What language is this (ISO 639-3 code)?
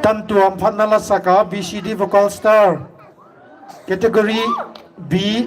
pck